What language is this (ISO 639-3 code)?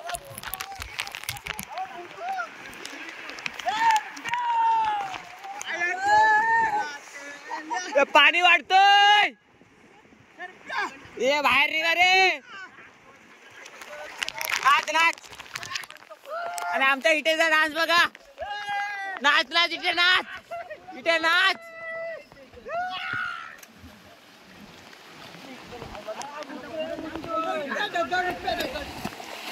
mar